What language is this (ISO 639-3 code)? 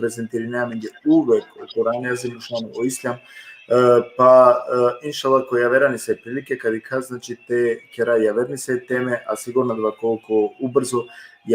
rmn